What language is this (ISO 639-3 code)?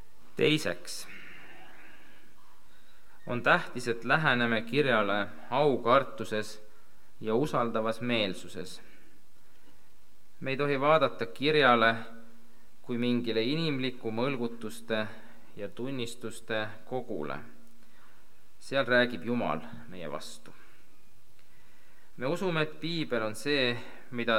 est